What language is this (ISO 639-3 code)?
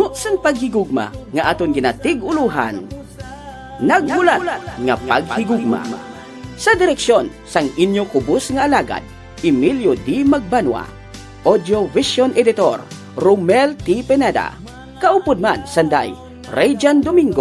hil